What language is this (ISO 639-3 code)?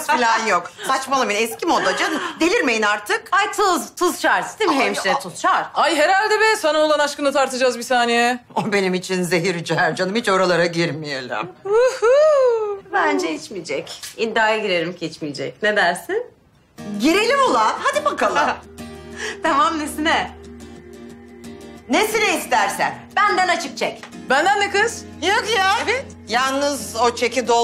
tur